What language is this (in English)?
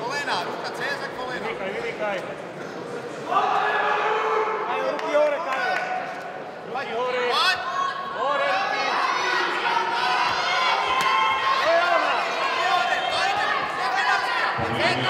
Slovak